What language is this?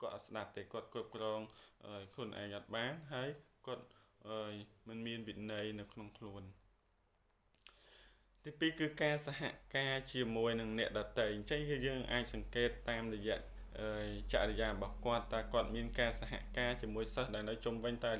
Khmer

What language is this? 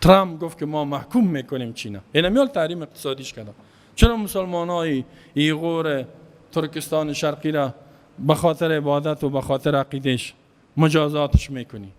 Persian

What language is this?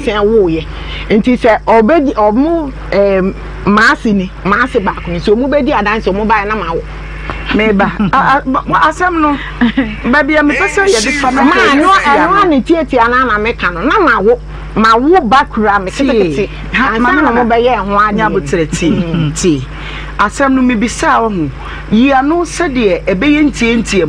Akan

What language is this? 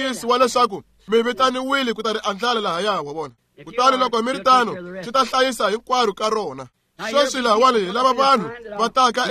Tsonga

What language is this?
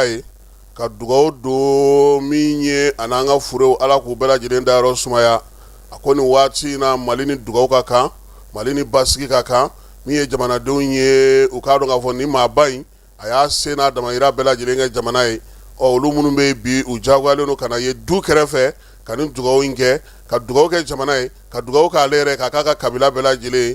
Bambara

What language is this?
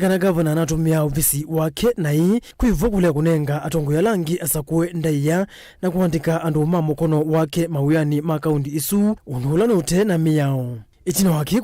Kamba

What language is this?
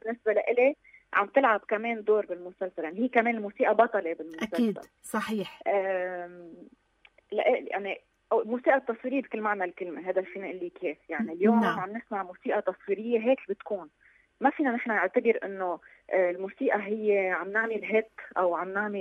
North Levantine Arabic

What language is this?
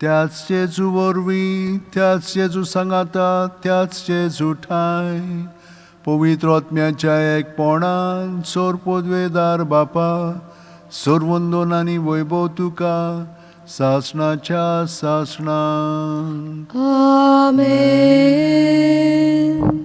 Konkani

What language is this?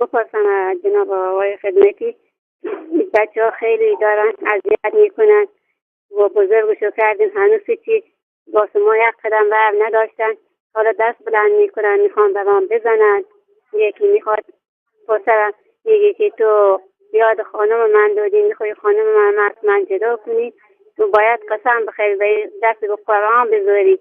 Persian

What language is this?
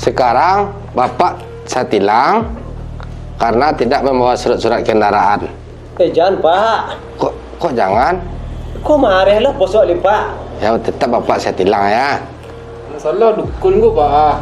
Minangkabau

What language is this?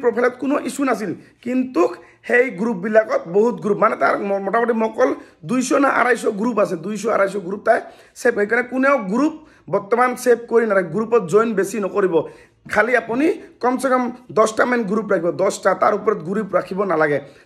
Assamese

